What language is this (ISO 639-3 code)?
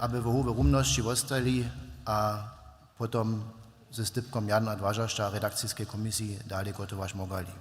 hsb